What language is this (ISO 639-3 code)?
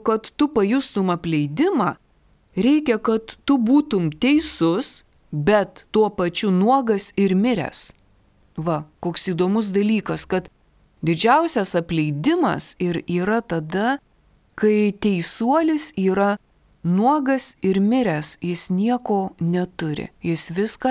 lit